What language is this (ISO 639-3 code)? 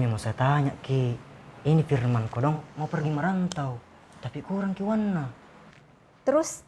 mfp